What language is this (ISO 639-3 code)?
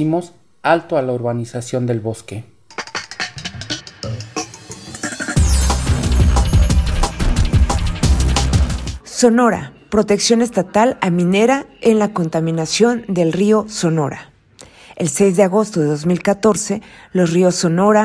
spa